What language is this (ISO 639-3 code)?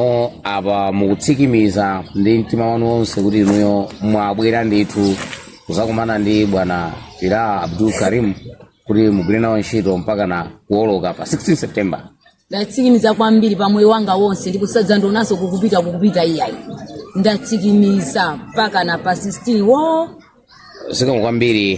nya